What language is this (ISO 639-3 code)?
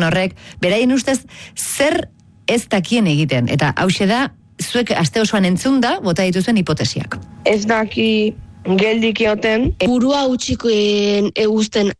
eus